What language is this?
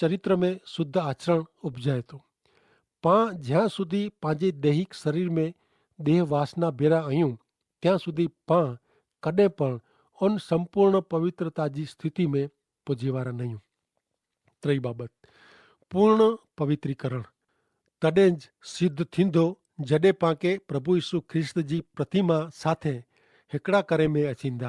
Kachhi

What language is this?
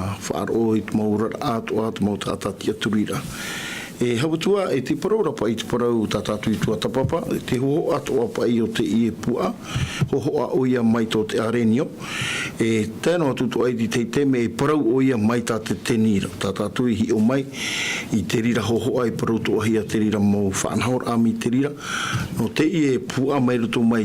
Tahitian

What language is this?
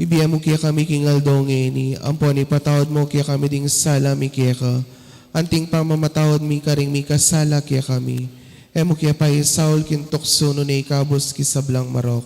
Pampanga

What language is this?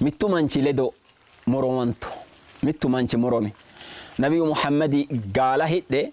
Sidamo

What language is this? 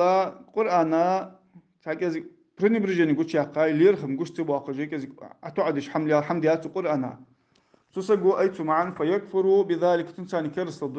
Ingush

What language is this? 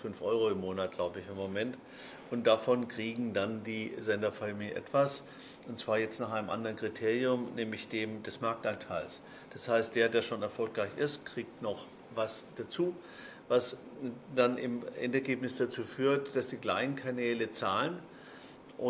German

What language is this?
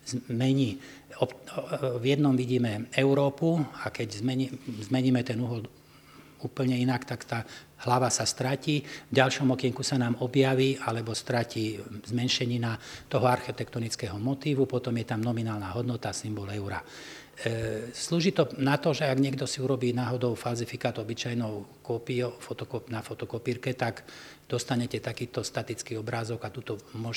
Slovak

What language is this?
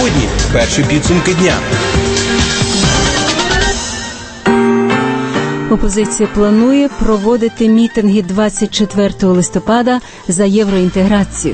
Ukrainian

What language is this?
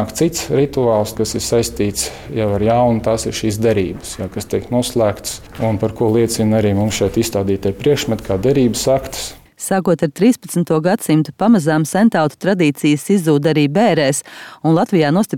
Latvian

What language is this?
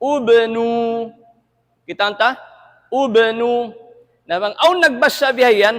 Tausug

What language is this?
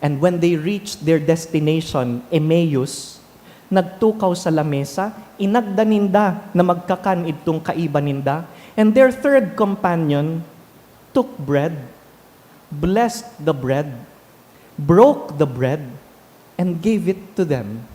Bikol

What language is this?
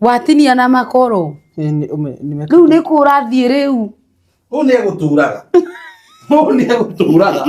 Kikuyu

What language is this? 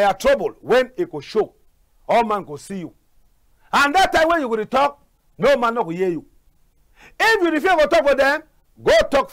Cameroon Pidgin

